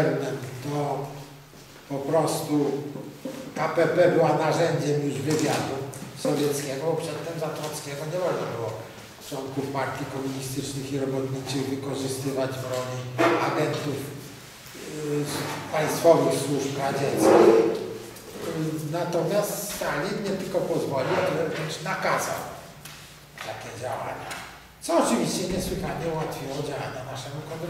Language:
Polish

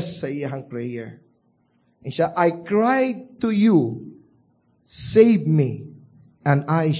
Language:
Cebuano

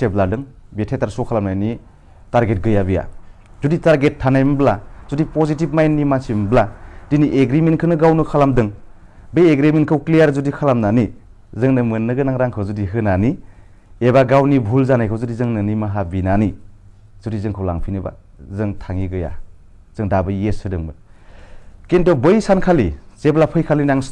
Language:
Bodo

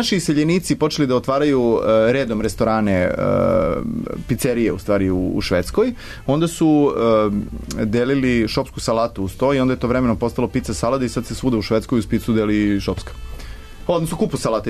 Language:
Serbian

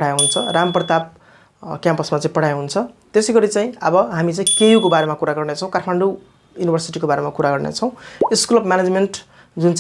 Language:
Nepali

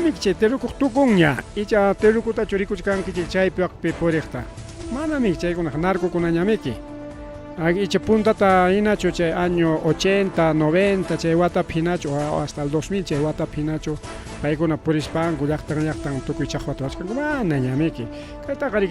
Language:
Ayacucho Quechua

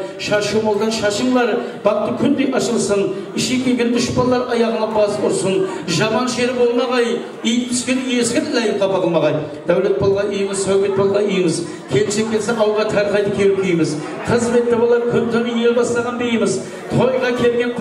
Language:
Kara-Kalpak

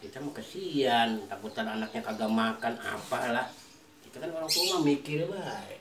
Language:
Betawi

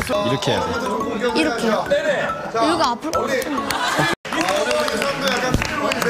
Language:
Korean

